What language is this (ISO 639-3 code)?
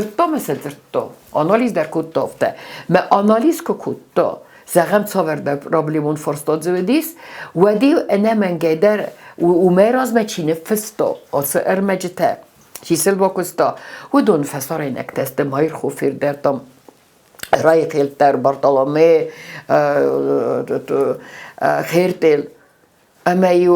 oss